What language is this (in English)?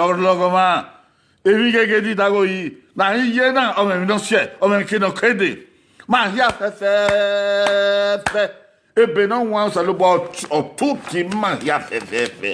Bini